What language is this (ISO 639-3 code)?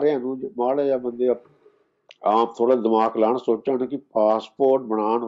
pan